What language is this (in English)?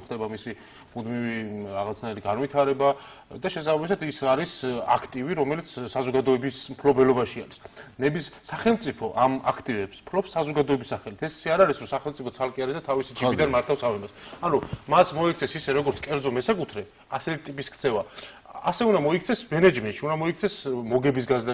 Georgian